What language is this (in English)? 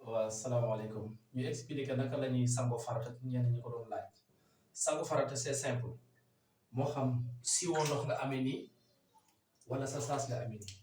Wolof